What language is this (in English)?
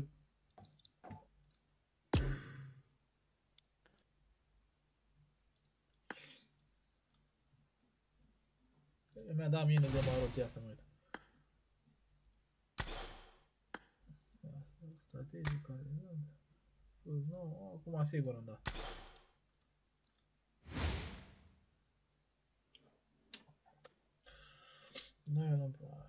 Romanian